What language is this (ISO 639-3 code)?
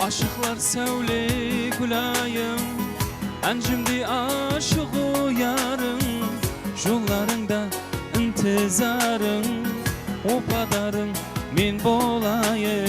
kaa